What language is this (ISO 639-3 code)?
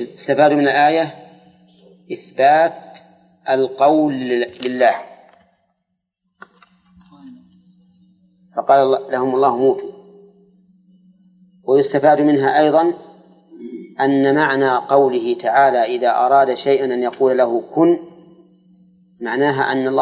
ara